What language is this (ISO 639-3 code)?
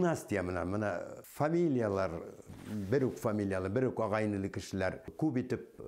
bak